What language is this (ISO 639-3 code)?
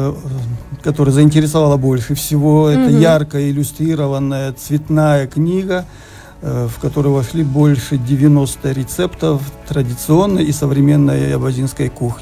rus